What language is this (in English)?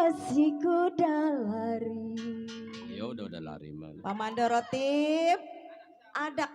Betawi